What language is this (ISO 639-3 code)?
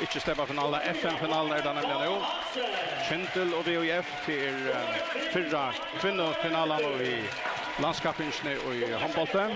fao